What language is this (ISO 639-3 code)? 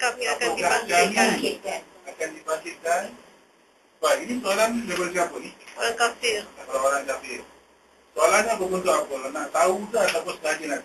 msa